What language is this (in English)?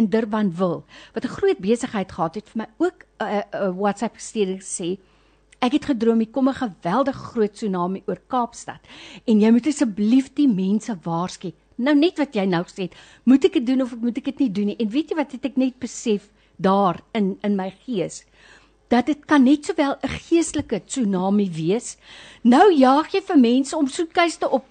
Afrikaans